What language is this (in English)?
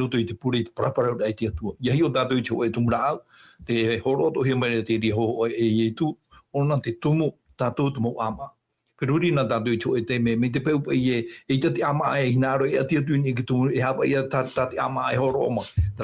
Tahitian